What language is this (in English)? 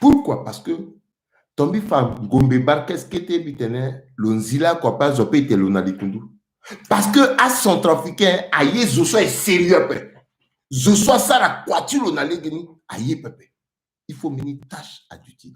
Sango